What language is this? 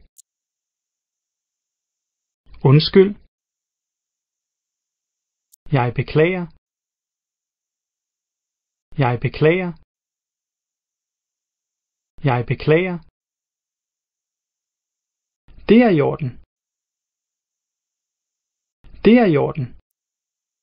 Danish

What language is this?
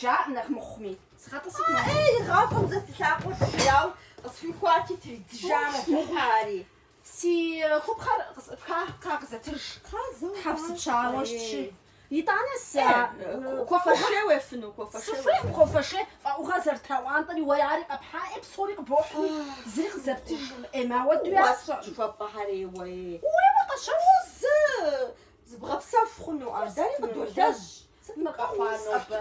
Kabardian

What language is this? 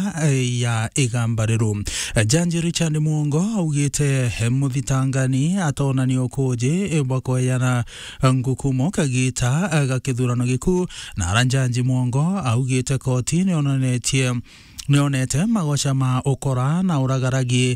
Meru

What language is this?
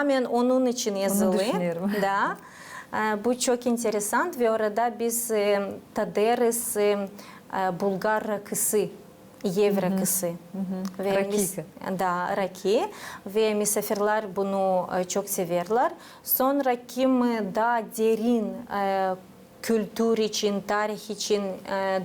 Gagauz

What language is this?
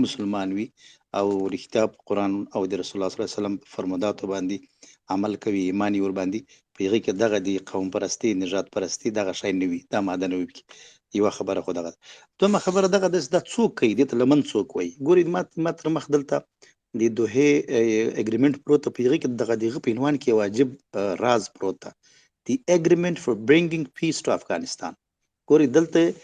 Pashto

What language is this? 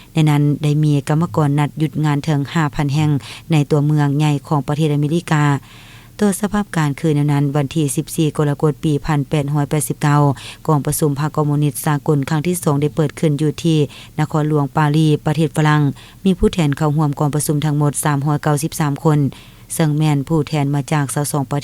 Lao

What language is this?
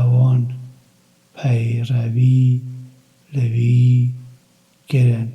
Kurdish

